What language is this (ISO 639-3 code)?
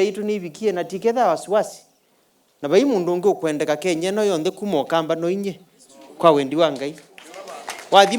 kam